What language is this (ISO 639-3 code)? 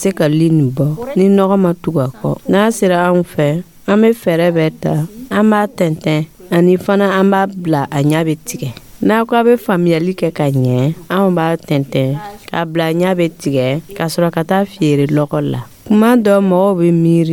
dyu